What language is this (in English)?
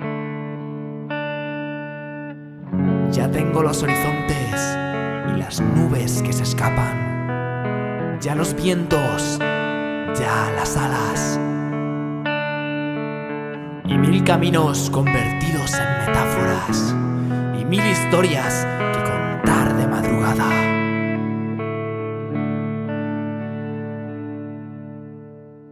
Spanish